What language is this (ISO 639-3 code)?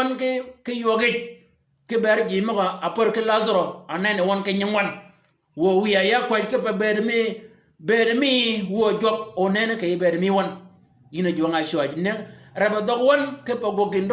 shk